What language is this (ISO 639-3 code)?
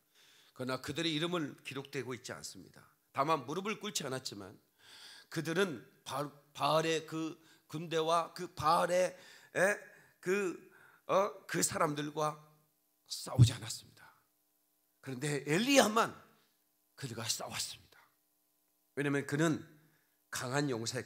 kor